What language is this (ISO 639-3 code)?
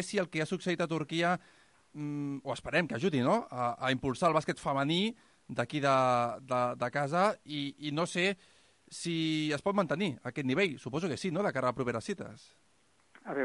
cat